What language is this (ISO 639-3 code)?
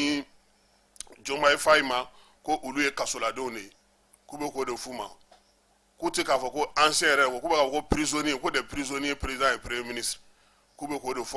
bam